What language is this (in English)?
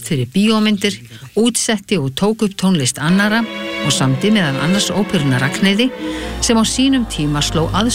Icelandic